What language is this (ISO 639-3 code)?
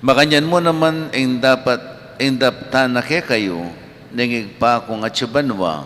pam